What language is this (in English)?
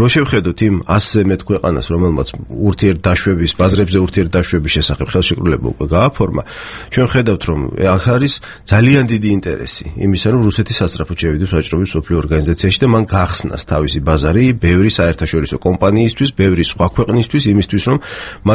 Georgian